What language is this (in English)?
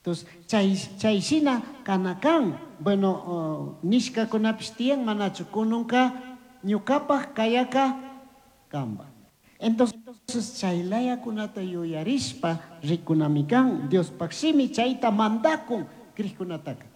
Chimborazo Highland Quichua